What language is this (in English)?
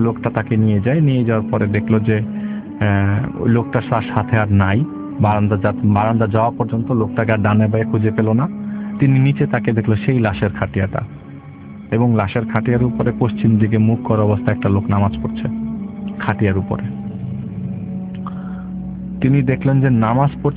Bangla